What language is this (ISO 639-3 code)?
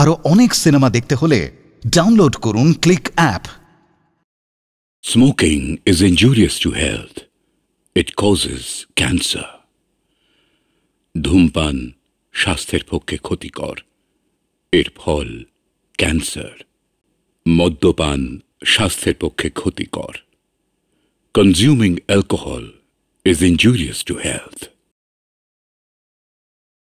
ben